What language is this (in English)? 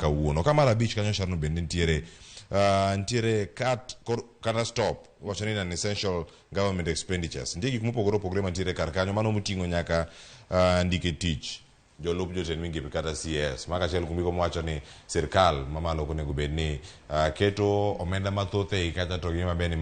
Luo (Kenya and Tanzania)